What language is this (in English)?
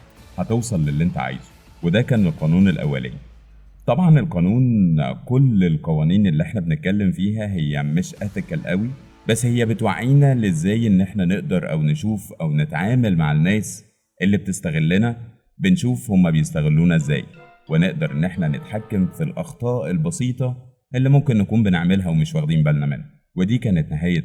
Egyptian Arabic